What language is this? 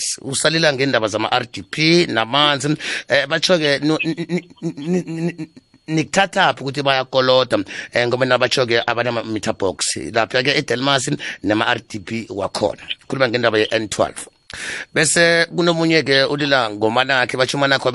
South Ndebele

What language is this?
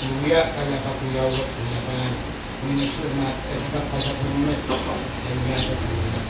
Pohnpeian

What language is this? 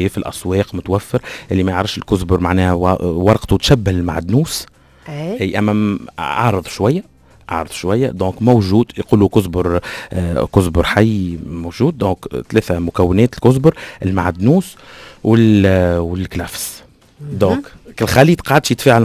Tunisian Arabic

